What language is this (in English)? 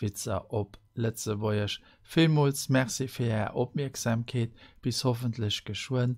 Luxembourgish